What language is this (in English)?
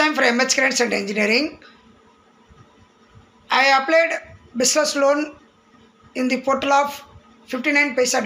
English